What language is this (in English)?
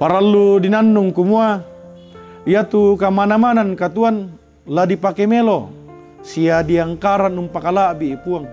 Toraja-Sa'dan